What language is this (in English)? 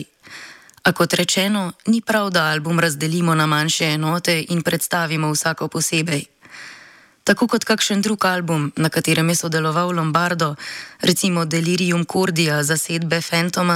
Slovenian